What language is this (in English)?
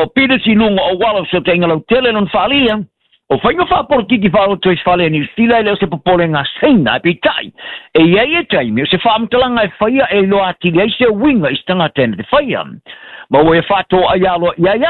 Samoan